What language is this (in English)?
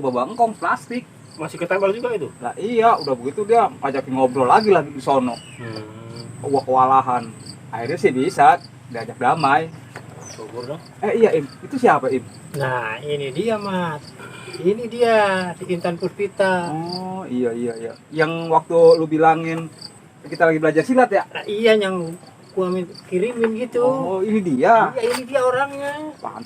Betawi